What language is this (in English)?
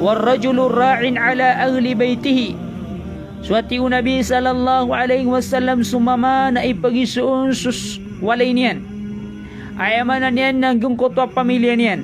Maranao